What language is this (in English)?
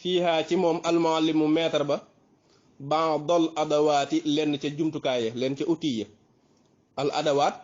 Wolof